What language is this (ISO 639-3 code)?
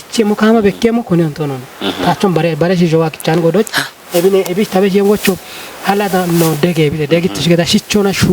kbr